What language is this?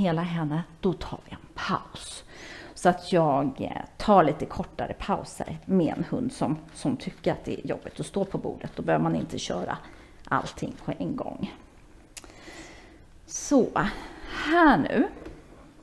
Swedish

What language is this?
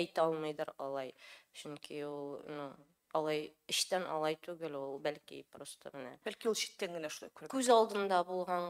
Tatar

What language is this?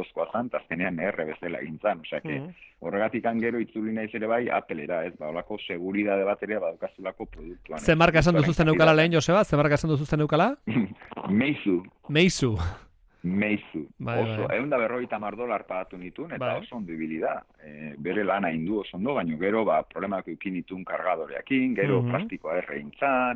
Basque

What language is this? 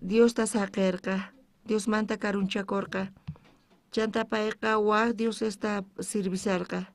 South Bolivian Quechua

